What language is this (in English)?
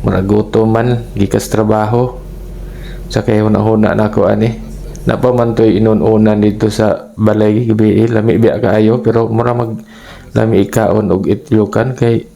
Cebuano